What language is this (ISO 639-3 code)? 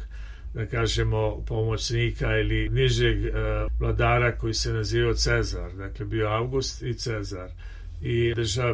srp